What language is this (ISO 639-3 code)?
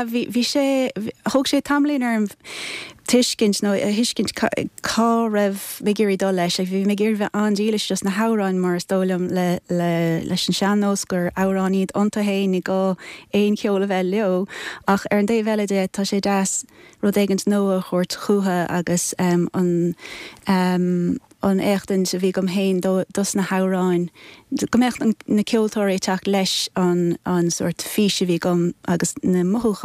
gle